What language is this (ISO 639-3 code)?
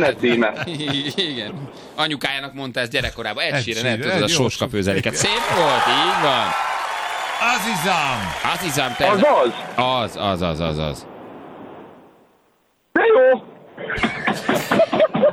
hun